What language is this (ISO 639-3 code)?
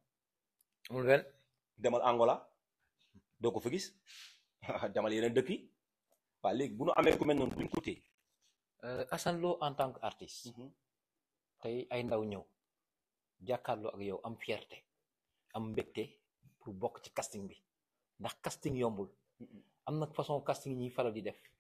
wol